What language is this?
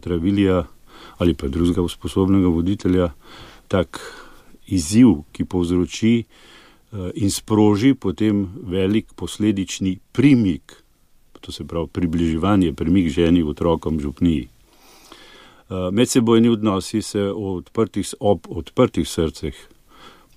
Slovenian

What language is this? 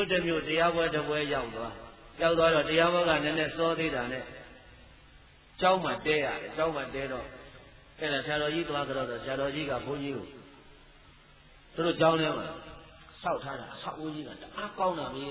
Burmese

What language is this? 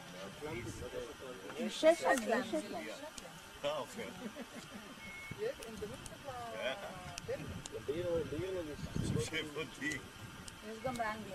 Hebrew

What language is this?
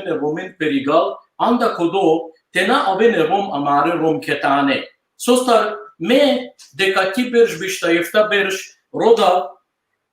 Balkan Romani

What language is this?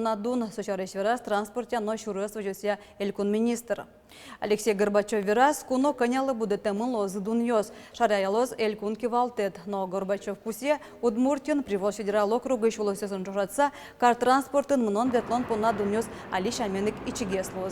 Udmurt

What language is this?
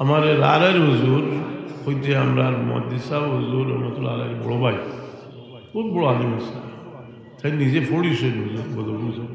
Sylheti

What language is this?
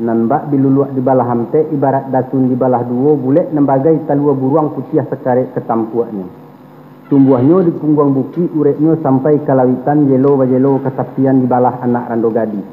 Minangkabau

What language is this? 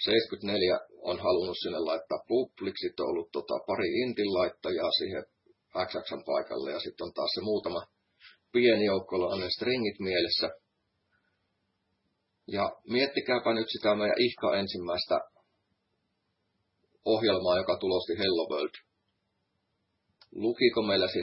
Finnish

